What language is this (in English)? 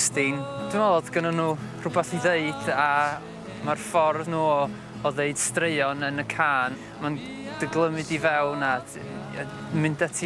Welsh